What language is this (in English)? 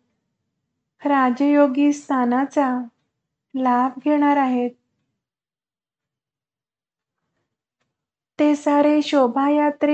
Marathi